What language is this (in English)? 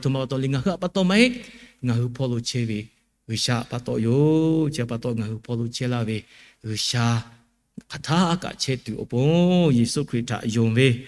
Lahu